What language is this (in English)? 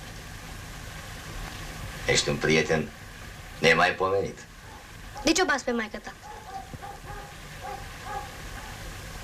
Romanian